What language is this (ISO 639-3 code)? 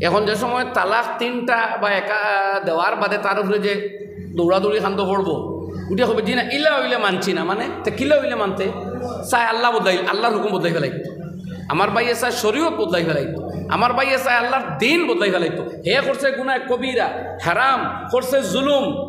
syl